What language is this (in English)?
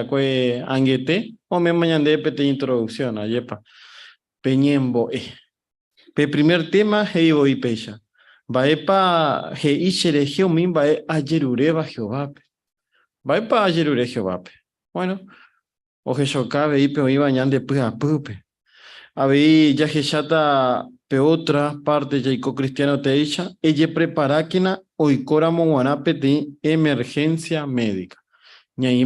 Guarani